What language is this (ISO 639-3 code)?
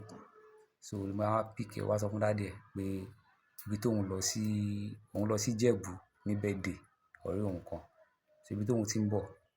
yor